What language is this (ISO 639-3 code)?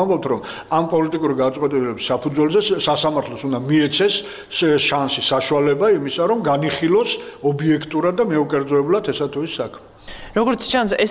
kat